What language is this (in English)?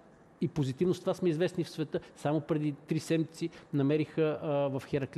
Bulgarian